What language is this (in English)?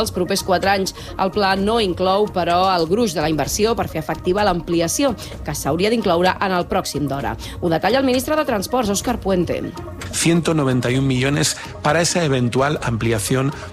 Catalan